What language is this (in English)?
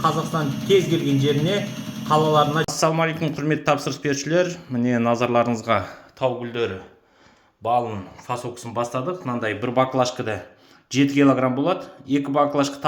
Kazakh